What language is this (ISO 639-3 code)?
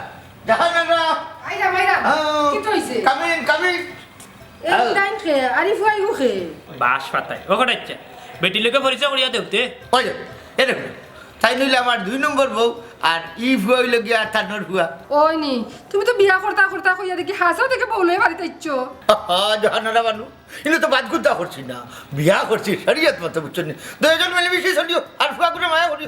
syl